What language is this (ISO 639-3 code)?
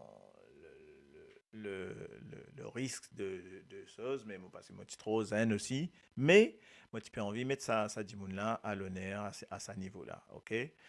mfe